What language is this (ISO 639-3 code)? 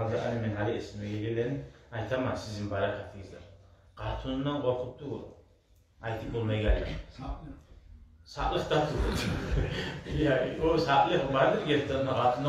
kum